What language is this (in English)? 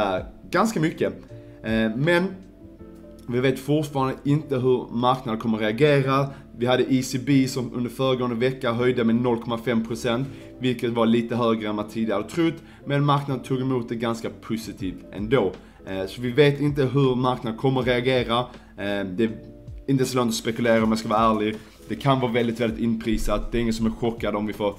Swedish